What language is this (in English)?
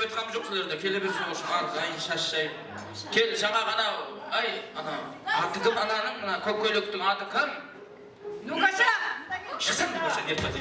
Kara-Kalpak